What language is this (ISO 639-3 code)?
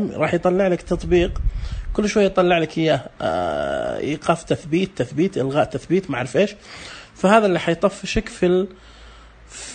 ars